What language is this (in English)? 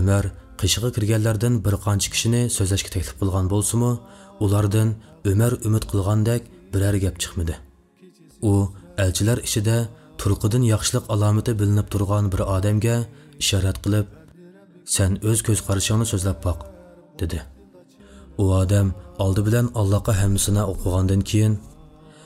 Uyghur